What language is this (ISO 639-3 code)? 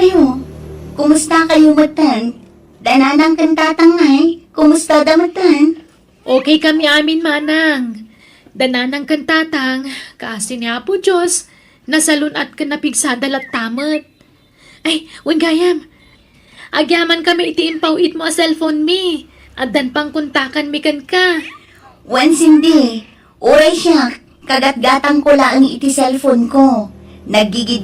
ilo